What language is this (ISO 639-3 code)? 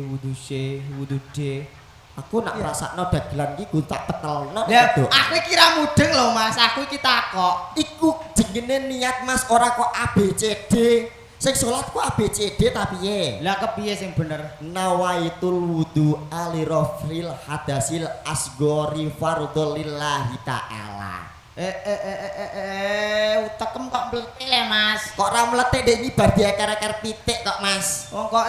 jav